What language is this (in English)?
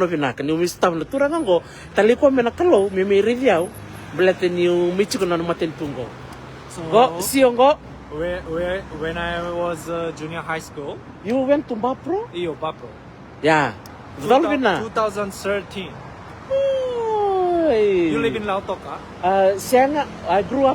Fijian